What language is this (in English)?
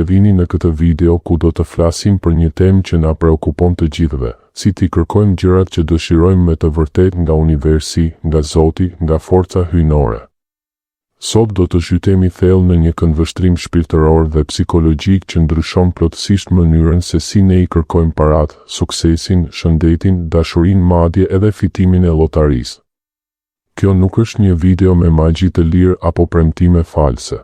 Albanian